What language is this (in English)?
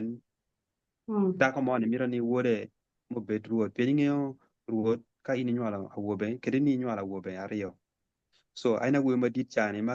Acoli